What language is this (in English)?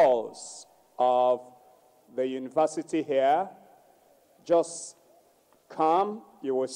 Ewe